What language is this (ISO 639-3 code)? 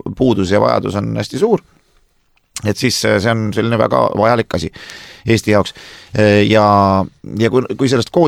est